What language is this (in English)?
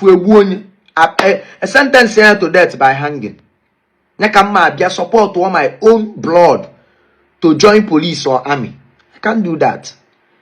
Igbo